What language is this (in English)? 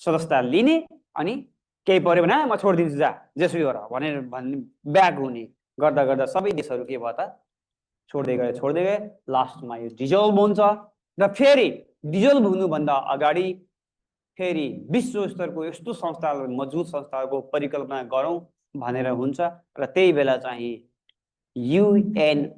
Nepali